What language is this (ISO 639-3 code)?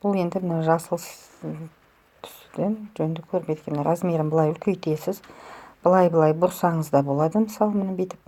kaz